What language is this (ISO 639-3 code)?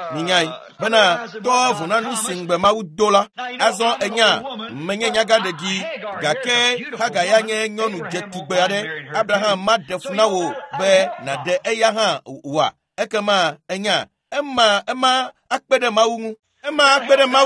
ewe